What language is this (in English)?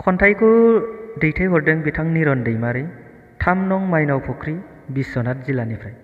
Bodo